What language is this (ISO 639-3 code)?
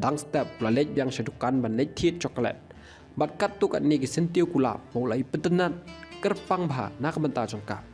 kha